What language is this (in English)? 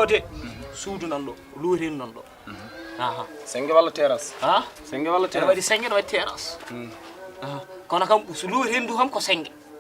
Fula